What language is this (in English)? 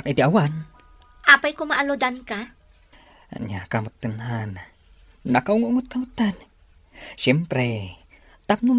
Iloko